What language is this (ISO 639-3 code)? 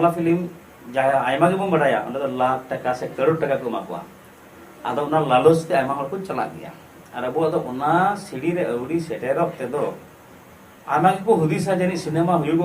sat